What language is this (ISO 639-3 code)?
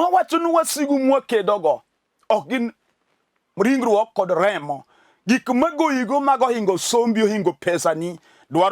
luo